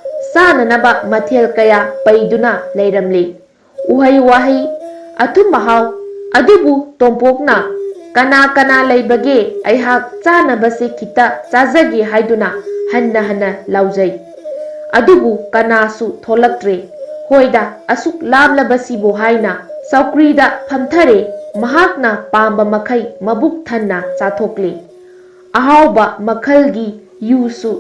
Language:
Manipuri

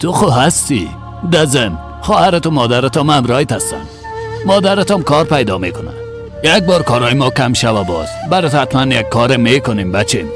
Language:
Persian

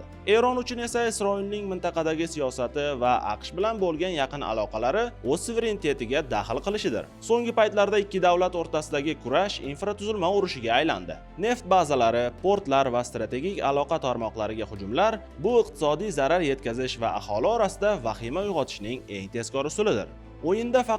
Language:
Uzbek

